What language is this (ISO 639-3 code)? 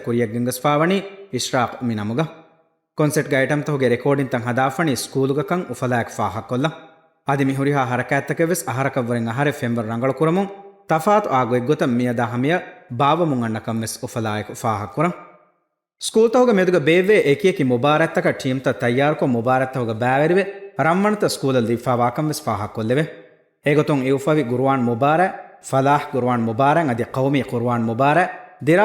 div